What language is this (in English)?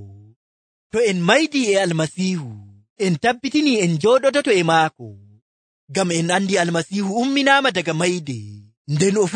Nigerian Fulfulde